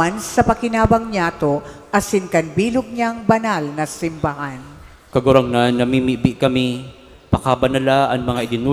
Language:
Bikol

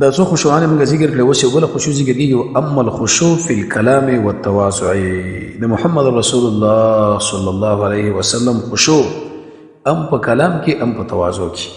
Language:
Pashto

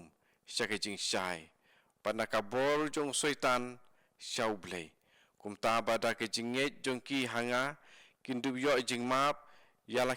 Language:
Khasi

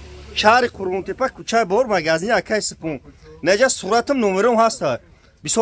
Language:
Tajik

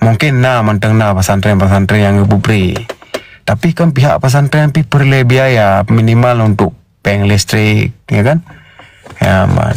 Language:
Achinese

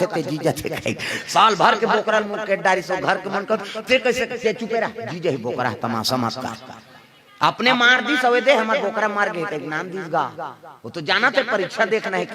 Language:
Chhattisgarhi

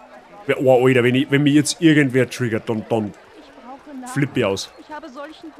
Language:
Bavarian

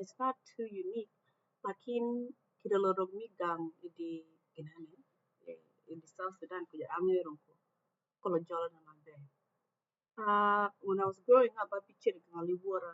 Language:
Acoli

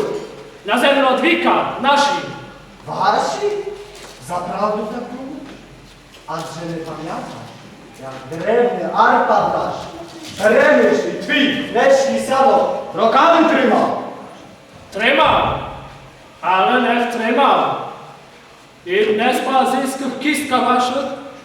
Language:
Rusyn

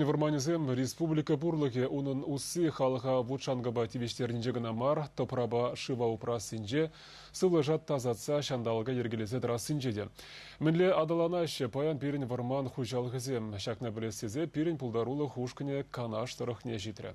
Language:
Chuvash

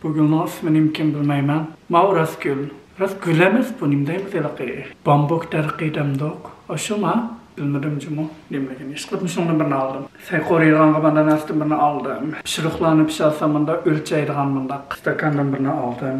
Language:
Uyghur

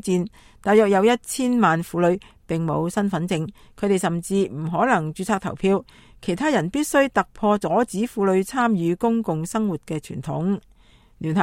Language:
Cantonese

